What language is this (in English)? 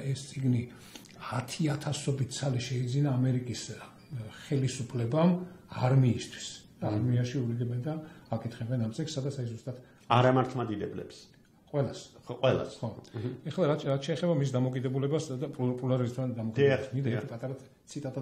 Georgian